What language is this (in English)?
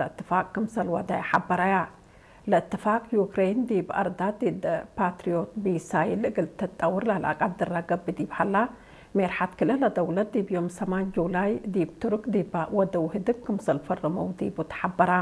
Tigre